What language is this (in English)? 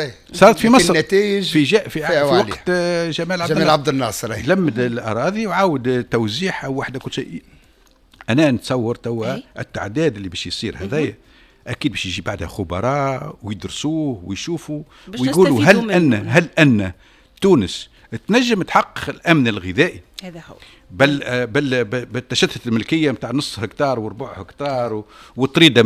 Tunisian Arabic